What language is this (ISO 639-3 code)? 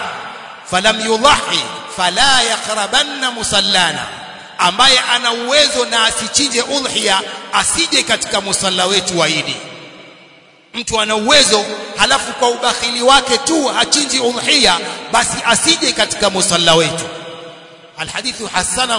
swa